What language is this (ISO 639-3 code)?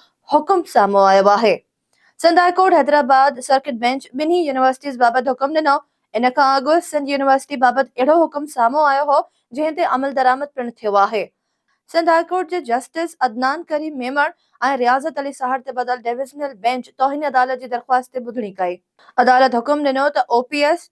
snd